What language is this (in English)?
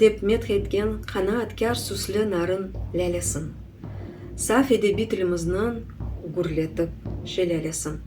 Crimean Tatar